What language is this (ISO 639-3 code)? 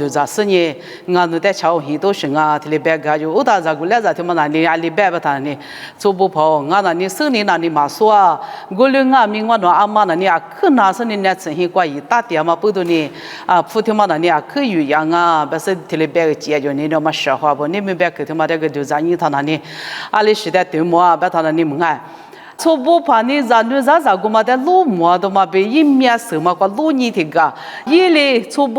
lis